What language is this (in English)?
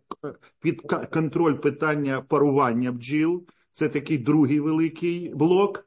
Ukrainian